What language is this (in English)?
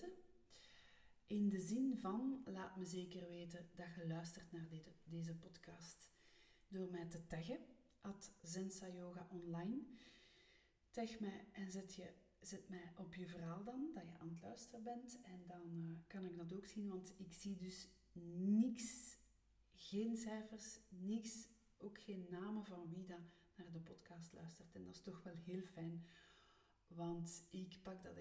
Dutch